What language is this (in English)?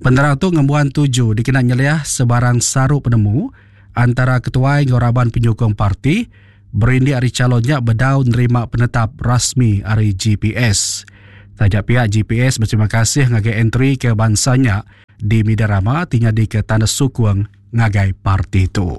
Iban